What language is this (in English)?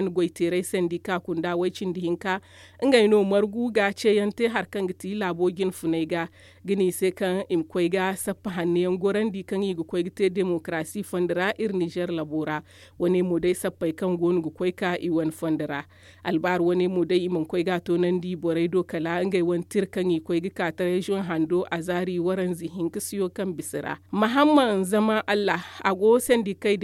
Zarma